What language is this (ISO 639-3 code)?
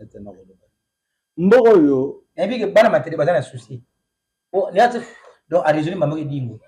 lin